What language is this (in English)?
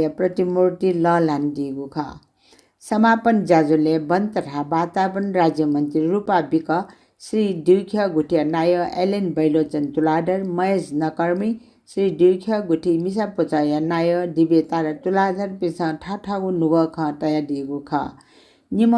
Newari